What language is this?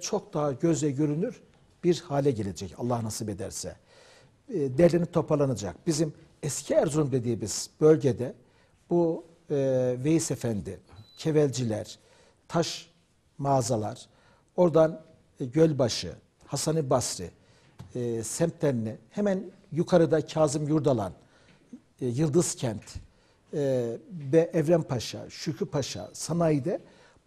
Turkish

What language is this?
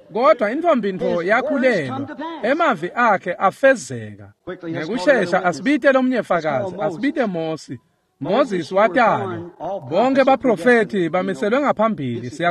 Swati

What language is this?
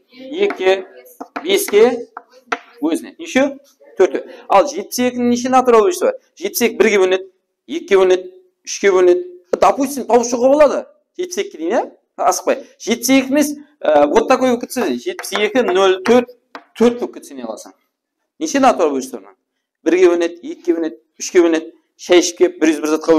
Kara-Kalpak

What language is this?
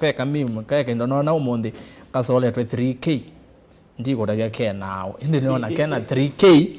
Kamba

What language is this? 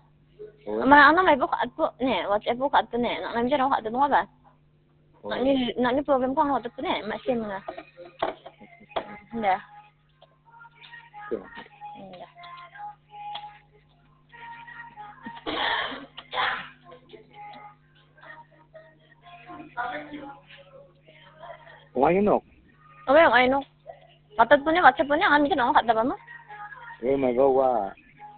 Khasi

